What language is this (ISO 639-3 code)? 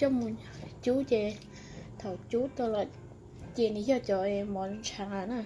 hmn